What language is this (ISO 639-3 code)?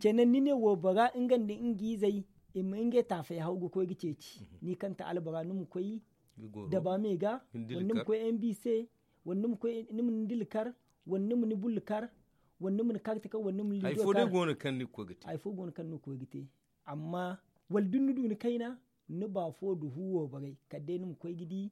dje